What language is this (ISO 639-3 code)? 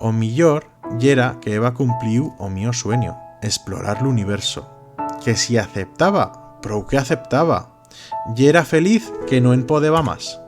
arg